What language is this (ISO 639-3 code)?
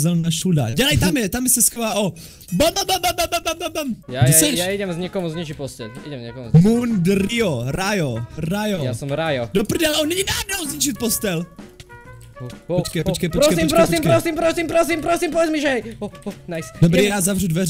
ces